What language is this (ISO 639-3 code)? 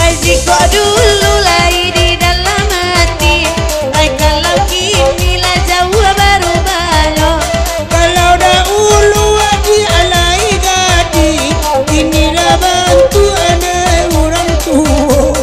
min